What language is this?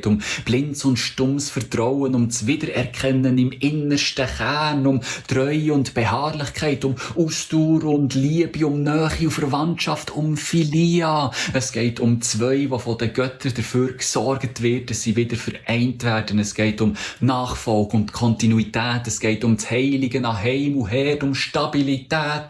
Swiss German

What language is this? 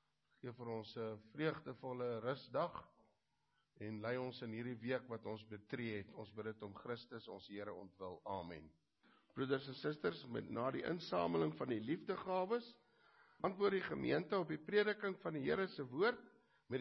Afrikaans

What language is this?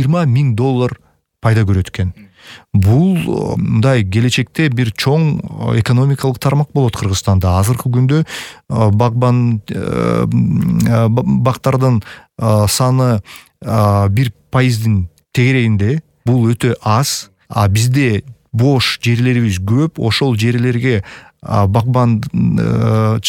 Kyrgyz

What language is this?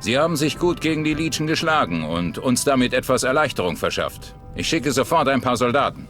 Bavarian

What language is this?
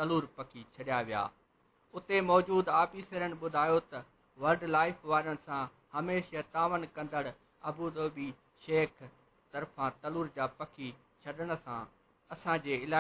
Sindhi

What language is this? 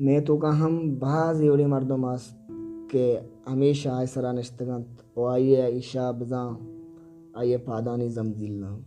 Baluchi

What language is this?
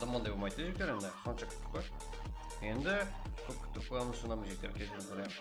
Kara-Kalpak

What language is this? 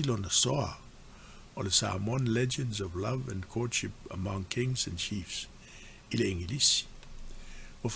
Samoan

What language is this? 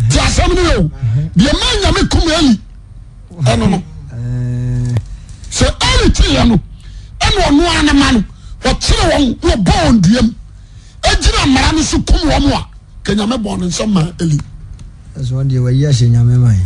Akan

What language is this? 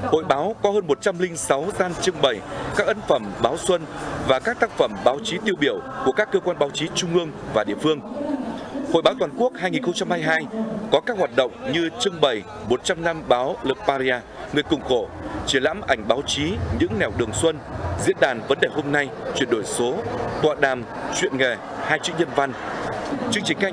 Vietnamese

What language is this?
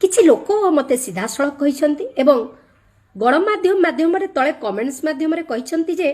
Odia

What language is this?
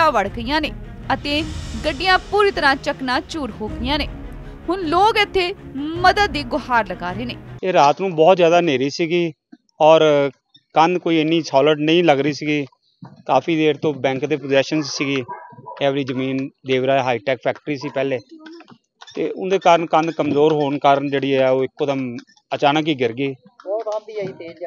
Punjabi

